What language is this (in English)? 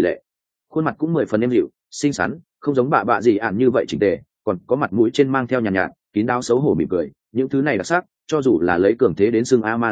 Vietnamese